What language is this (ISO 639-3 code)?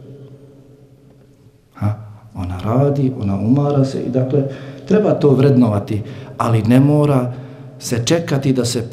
bos